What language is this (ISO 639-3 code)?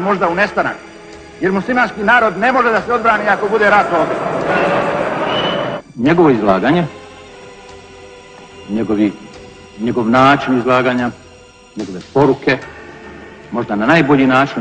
bos